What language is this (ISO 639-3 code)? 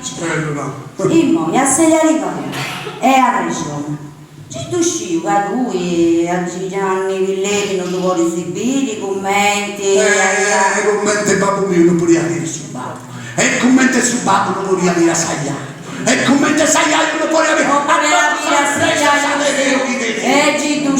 srd